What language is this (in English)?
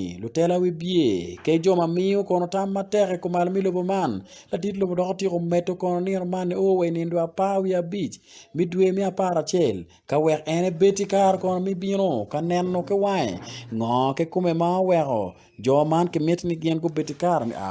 Acoli